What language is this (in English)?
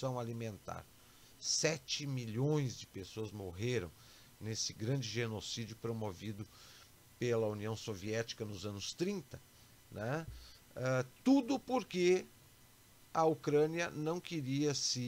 Portuguese